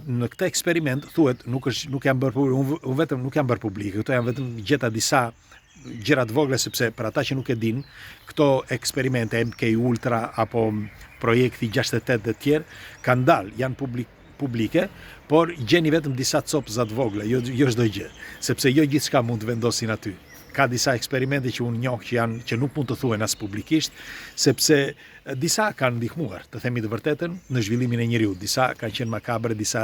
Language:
Albanian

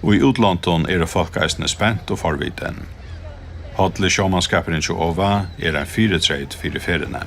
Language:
Faroese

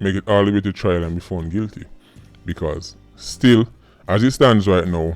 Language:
Jamaican Creole English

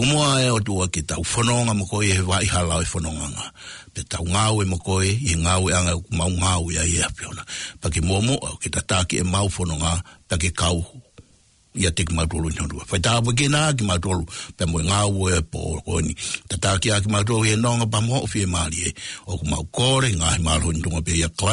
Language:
Tongan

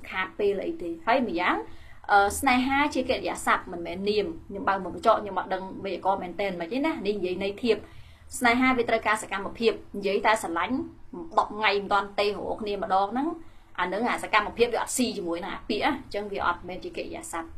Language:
Khmer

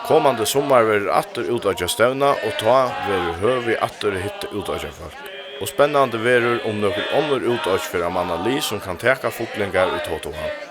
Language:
Faroese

